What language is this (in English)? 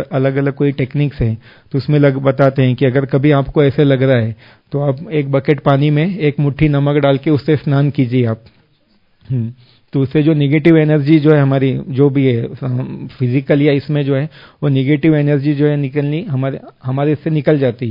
Hindi